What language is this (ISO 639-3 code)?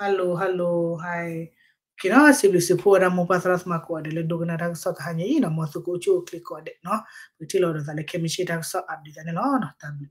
ksw